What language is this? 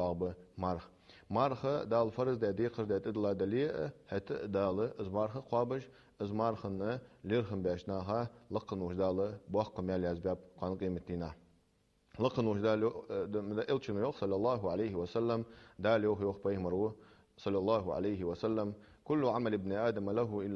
Ingush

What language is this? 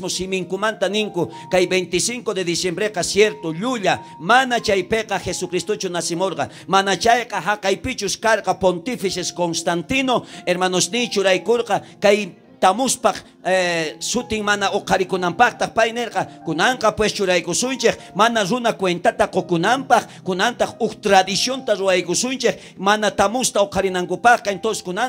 South Bolivian Quechua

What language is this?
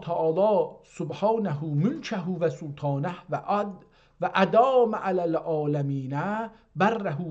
South Azerbaijani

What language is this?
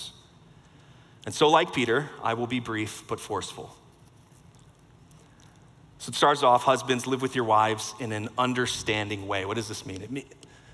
English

